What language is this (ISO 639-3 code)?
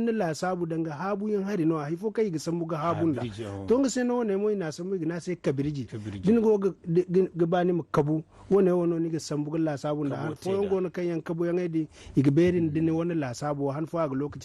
dje